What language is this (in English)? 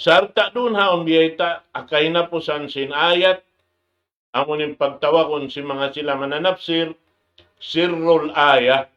Tausug